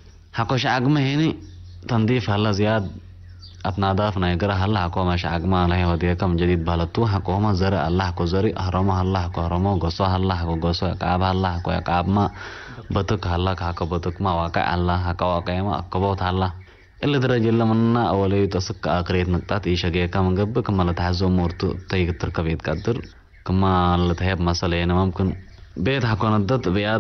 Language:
Tigre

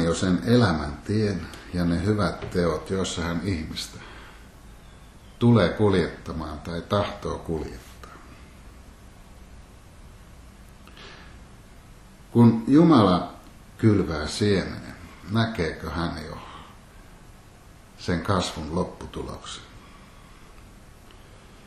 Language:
Finnish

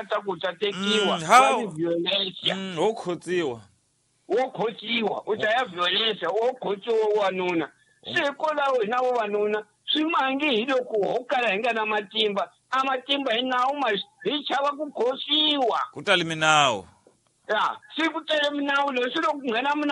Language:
Tsonga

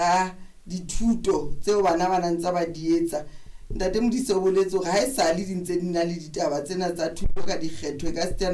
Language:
Southern Sotho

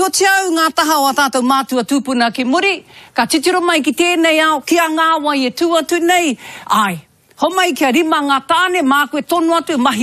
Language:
Māori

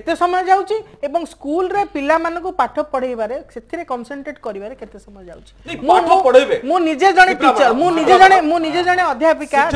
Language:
Odia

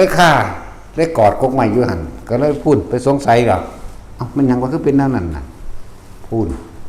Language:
Northeastern Thai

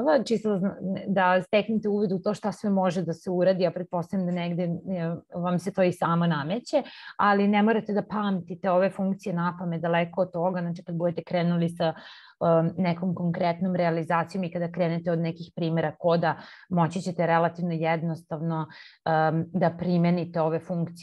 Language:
Serbian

